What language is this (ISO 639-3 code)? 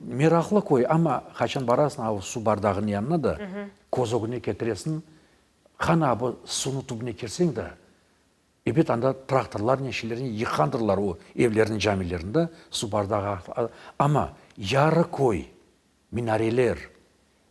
crh